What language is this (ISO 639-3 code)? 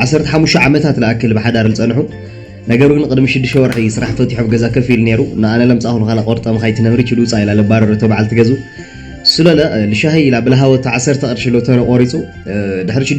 tir